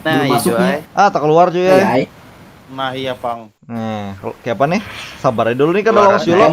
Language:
Banjar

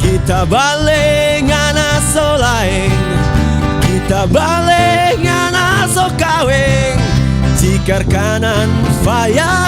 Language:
Manado Malay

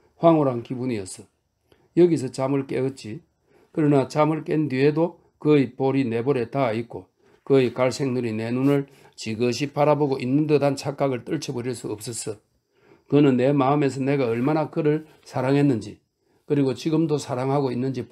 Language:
Korean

